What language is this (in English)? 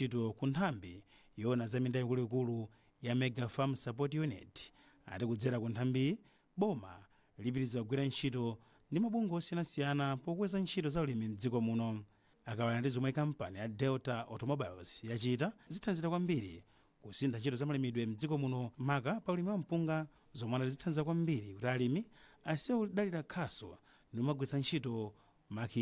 Nyanja